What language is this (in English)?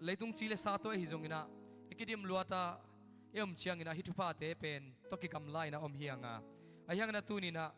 Tedim Chin